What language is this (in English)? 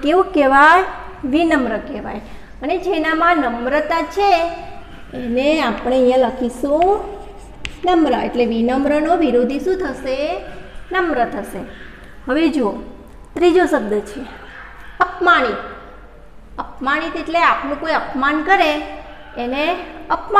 Gujarati